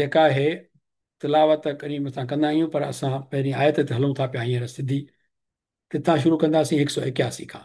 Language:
Sindhi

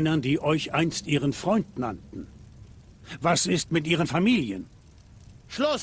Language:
Swiss German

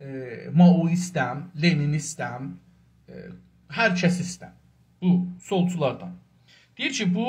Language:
South Azerbaijani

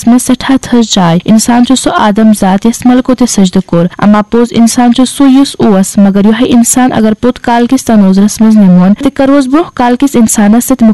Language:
Kashmiri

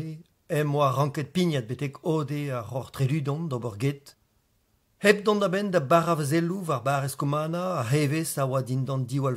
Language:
Breton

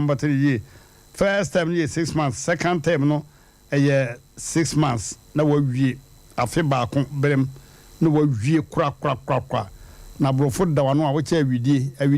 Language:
Akan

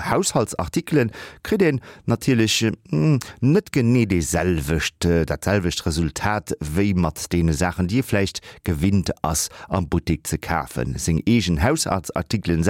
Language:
Luxembourgish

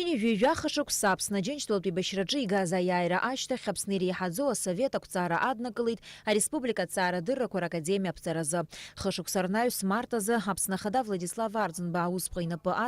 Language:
Abkhazian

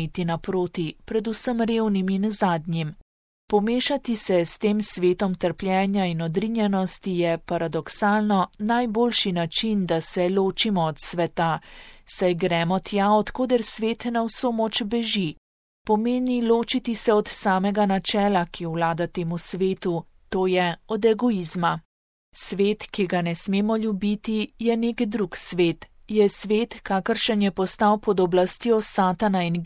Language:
Slovenian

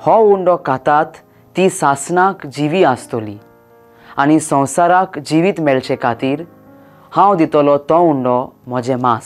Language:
Konkani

